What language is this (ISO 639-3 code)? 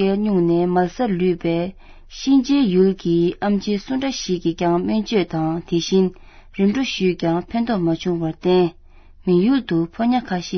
bod